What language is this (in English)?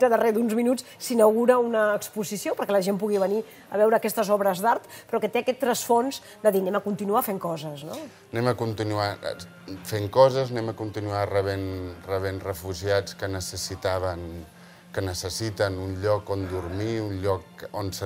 Catalan